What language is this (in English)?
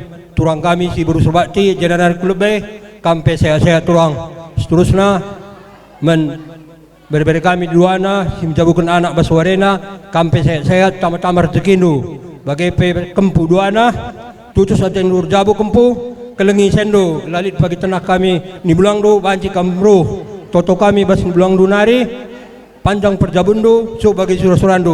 Batak Karo